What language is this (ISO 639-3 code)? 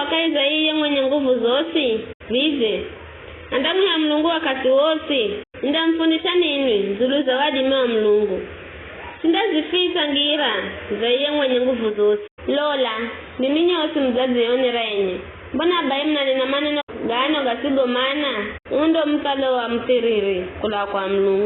nyf